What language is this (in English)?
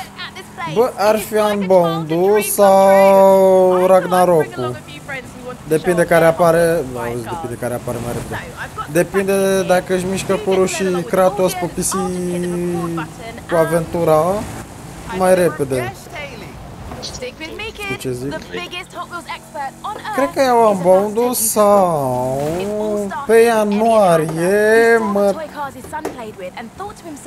Romanian